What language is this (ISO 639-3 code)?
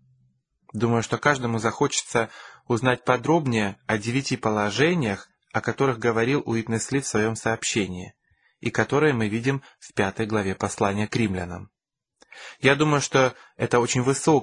rus